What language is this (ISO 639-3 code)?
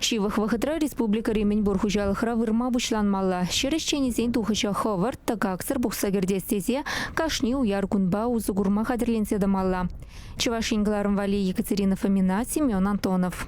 chv